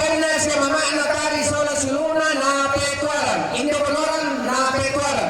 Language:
Toraja-Sa'dan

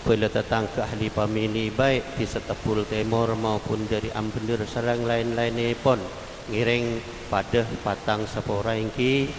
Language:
Madurese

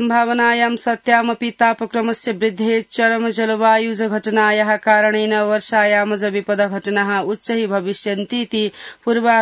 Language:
Sanskrit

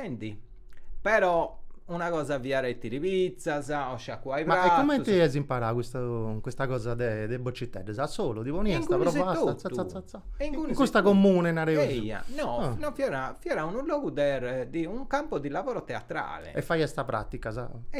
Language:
Sardinian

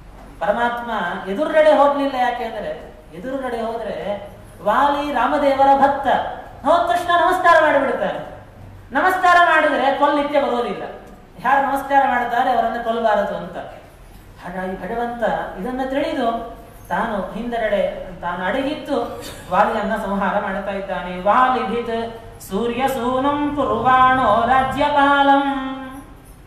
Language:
Kannada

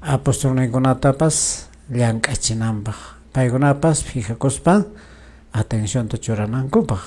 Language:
Quechua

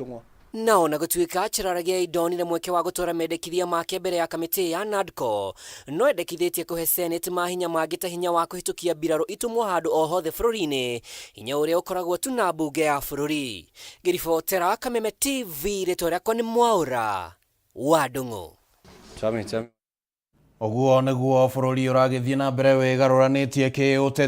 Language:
Kikuyu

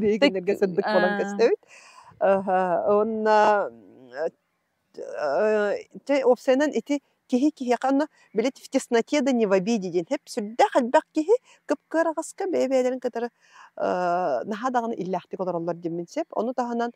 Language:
Yakut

